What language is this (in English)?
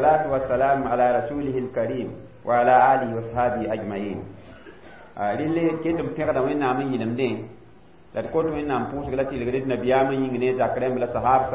Mossi